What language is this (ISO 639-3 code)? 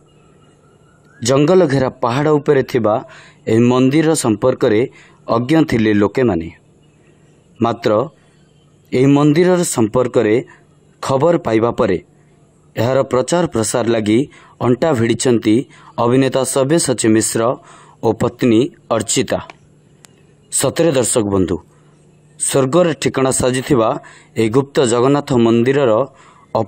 ori